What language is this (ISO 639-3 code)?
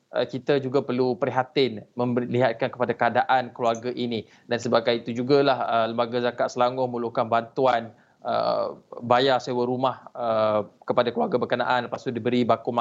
msa